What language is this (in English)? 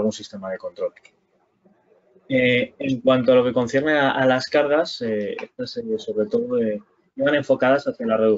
Spanish